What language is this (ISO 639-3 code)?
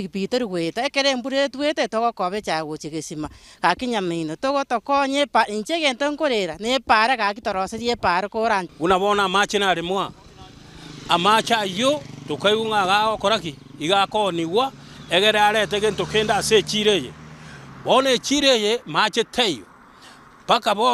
guz